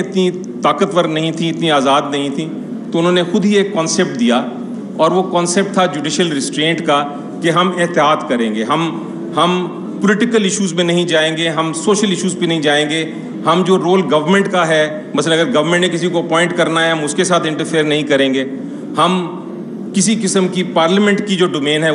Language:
Urdu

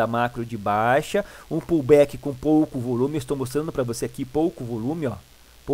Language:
Portuguese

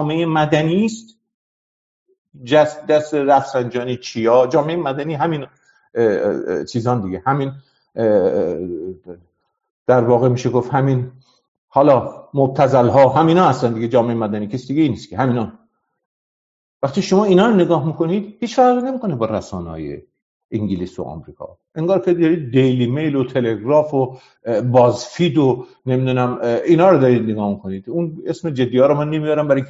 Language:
Persian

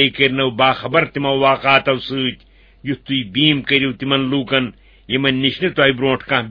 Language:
Kashmiri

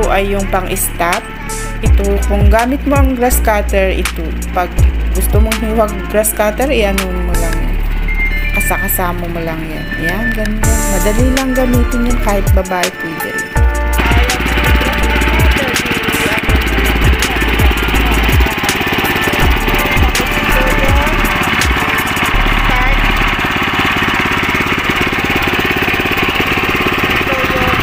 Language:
Filipino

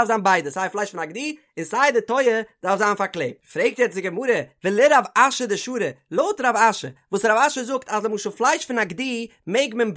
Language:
Yiddish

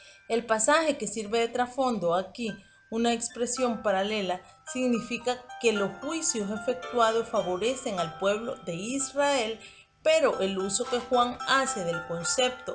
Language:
Spanish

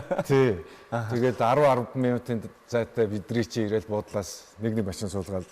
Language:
Mongolian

